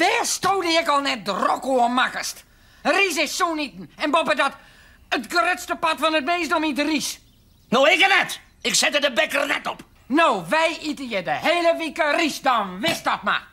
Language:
Western Frisian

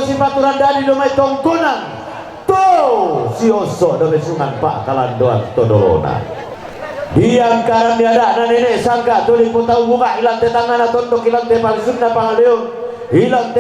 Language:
Toraja-Sa'dan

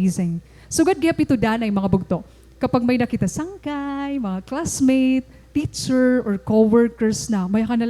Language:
Waray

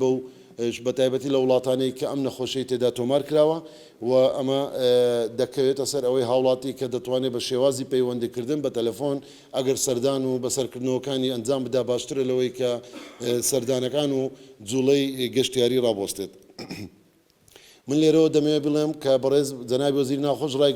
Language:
Central Kurdish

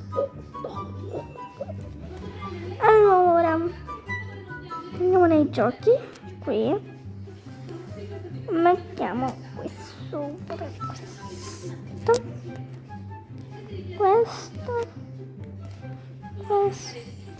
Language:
Italian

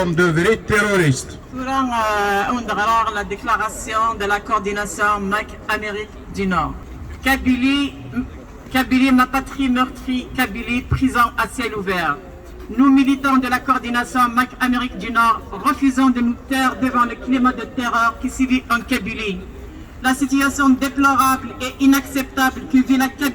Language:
Kabyle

